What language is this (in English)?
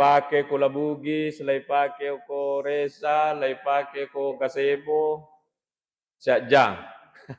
Buginese